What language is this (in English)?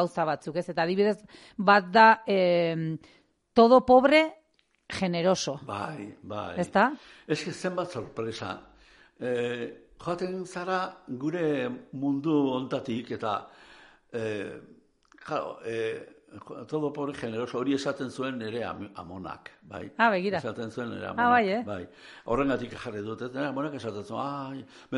Basque